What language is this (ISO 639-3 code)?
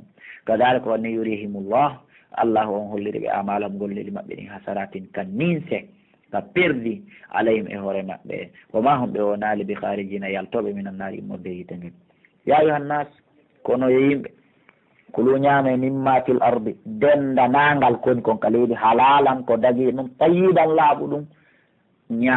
fuf